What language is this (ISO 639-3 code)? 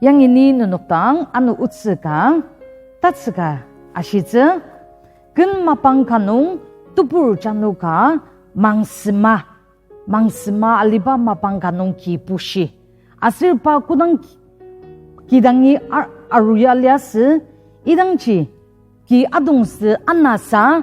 njo